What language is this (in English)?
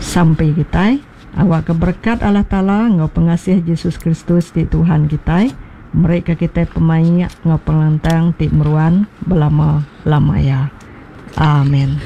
Iban